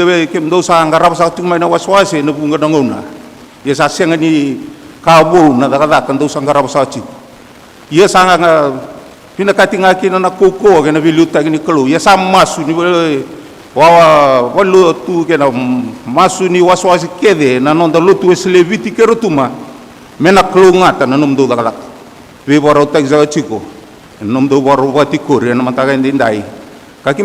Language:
Fijian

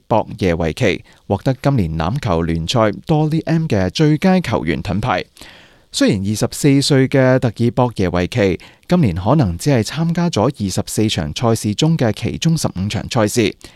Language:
Cantonese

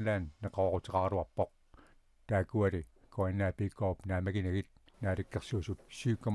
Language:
Kalaallisut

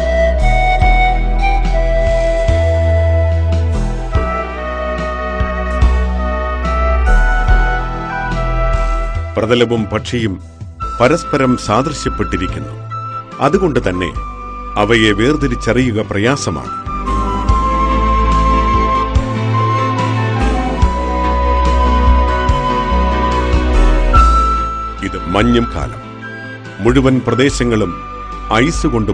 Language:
Malayalam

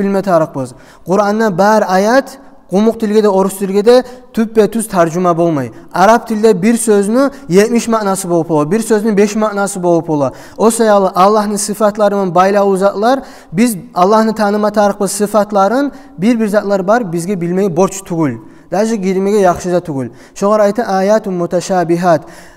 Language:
Kumyk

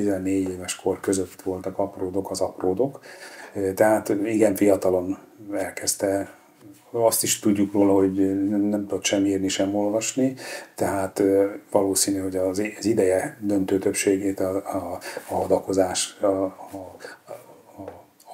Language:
Hungarian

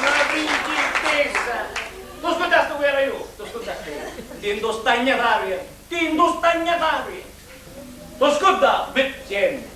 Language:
Sicilian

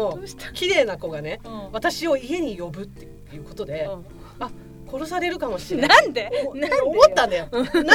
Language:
Japanese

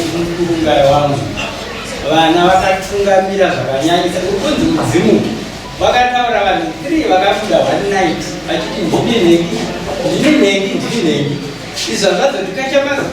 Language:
Shona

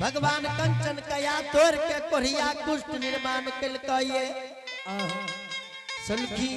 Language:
Angika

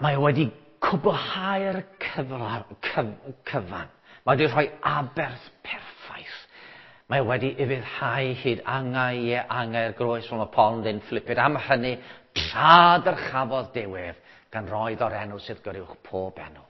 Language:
Welsh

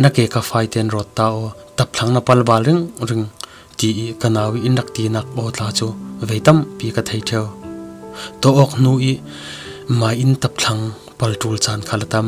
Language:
Falam Chin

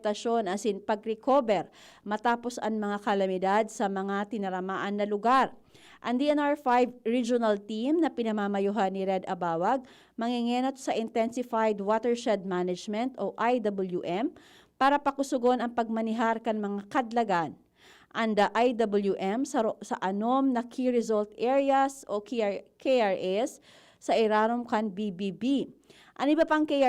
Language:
Bikol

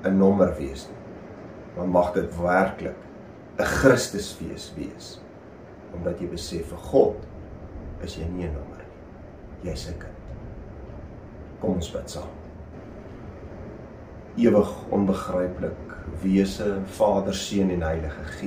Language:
Afrikaans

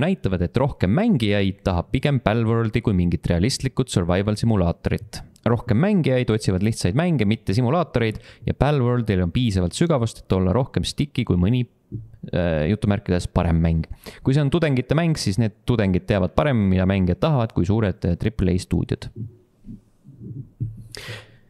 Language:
Estonian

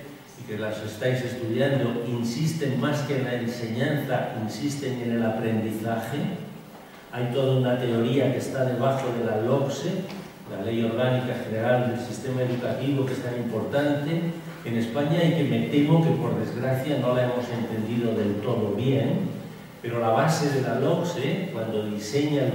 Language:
Spanish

